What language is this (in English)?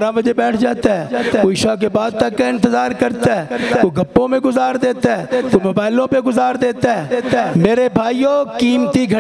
Urdu